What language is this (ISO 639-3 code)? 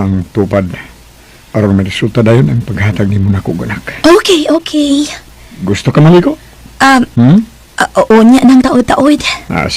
ceb